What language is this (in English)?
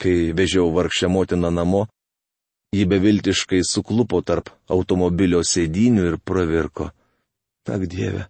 Lithuanian